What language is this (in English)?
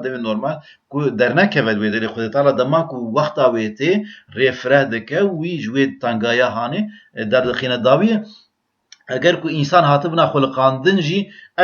Kurdish